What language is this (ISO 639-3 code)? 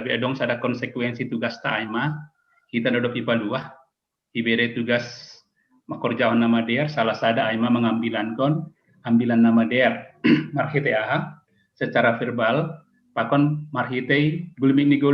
bts